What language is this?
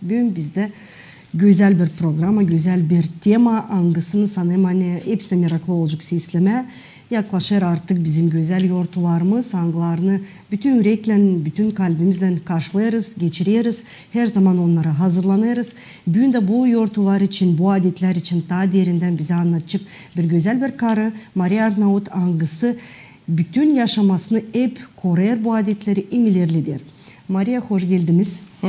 Gagauz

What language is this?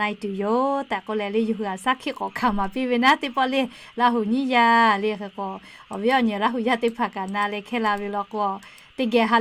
Lahu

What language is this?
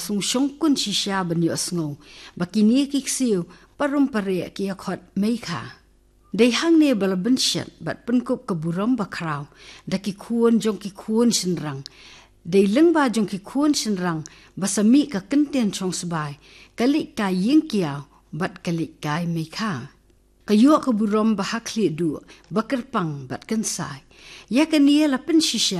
Khasi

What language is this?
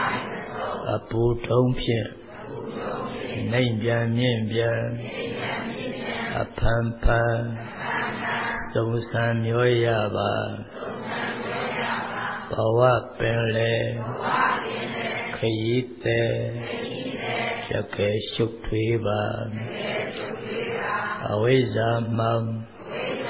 Burmese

